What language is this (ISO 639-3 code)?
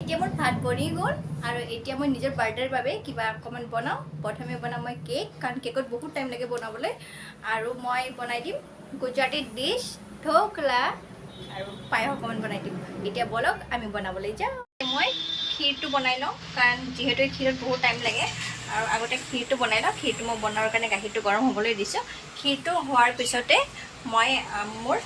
asm